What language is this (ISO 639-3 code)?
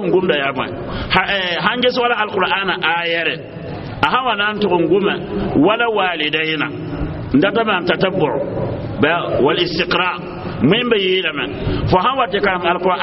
mos